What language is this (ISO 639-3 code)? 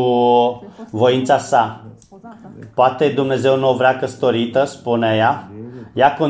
ron